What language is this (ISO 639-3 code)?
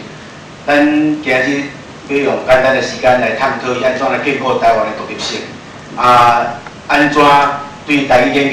nan